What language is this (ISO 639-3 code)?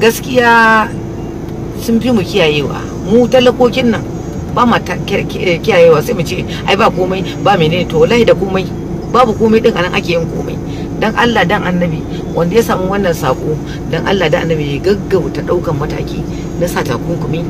hau